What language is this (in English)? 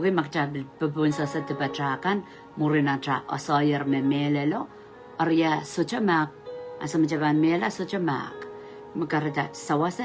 Pohnpeian